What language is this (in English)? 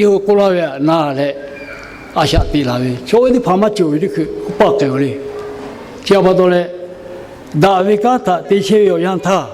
Lahu